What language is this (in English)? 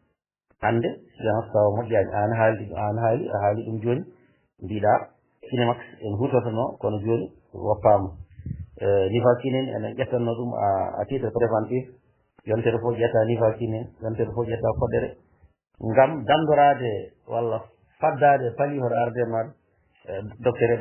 Fula